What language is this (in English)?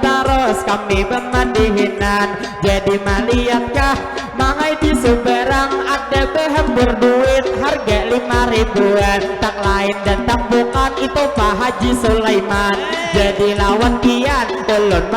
Banjar